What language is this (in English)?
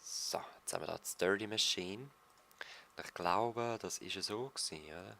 Swiss German